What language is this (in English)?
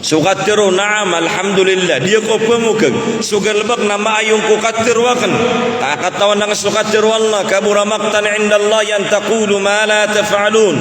Maranao